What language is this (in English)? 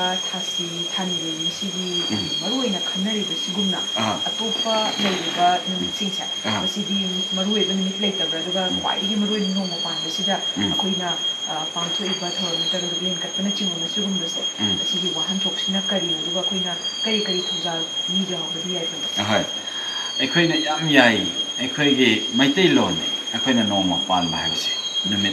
Manipuri